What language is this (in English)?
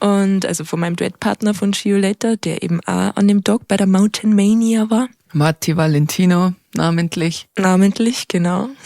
Bavarian